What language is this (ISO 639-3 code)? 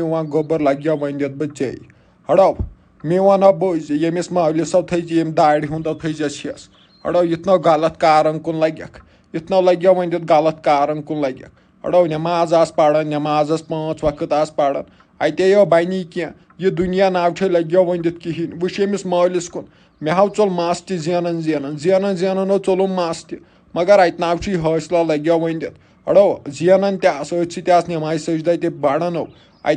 kas